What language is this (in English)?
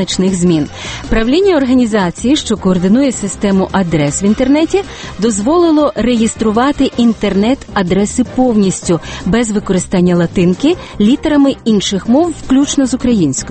Ukrainian